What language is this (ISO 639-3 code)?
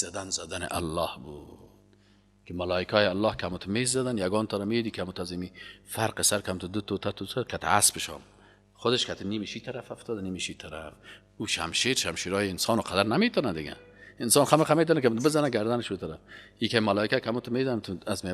fas